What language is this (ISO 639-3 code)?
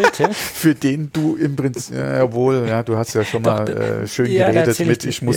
deu